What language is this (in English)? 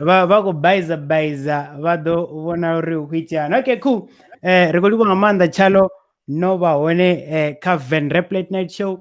Venda